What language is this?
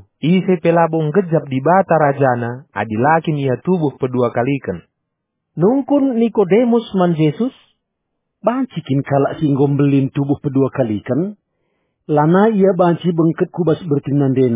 Batak Karo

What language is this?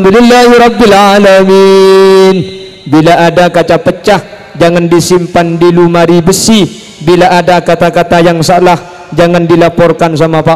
Madurese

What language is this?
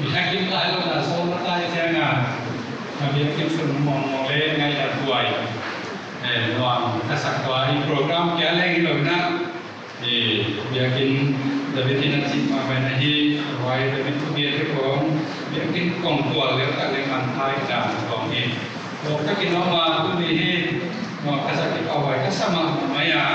Paite Chin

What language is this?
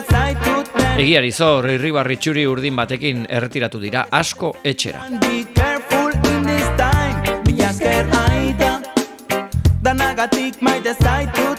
Basque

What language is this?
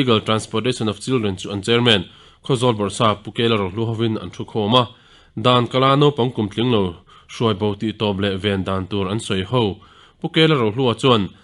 Mizo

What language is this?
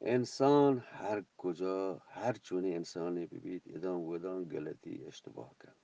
Eastern Balochi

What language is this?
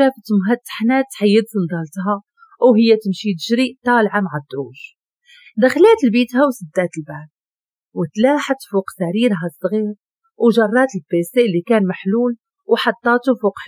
Moroccan Arabic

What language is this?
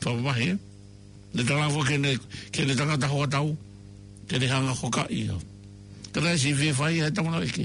Tongan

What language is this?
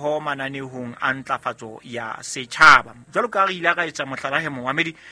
Southern Sotho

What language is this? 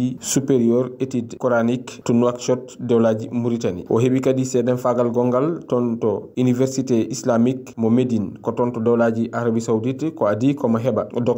Fula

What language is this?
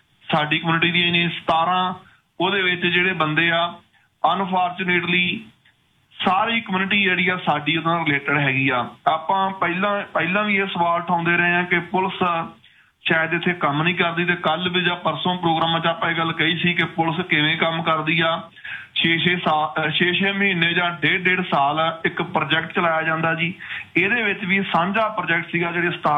Punjabi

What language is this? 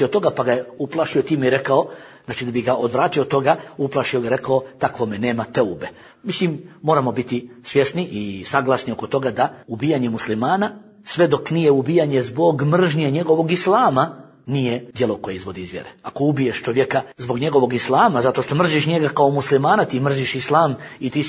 Bosnian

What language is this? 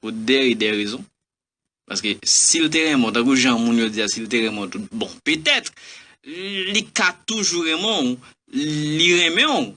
Haitian Creole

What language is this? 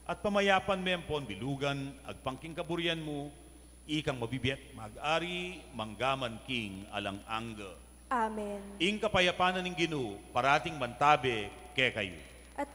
Pampanga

